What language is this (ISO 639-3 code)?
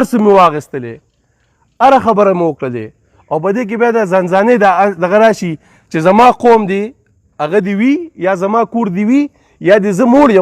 pus